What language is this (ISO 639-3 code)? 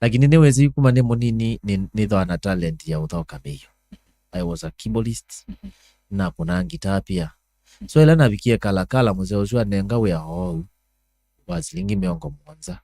kam